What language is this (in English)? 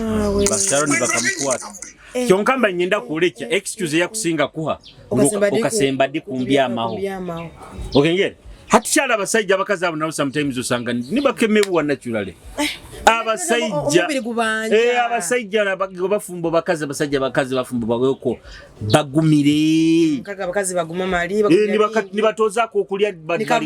Nyoro